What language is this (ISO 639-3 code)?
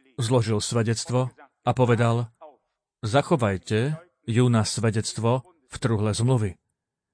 slk